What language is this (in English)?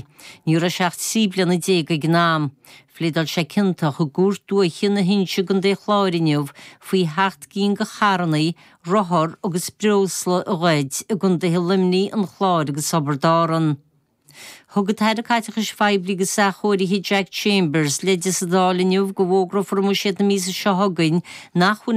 Irish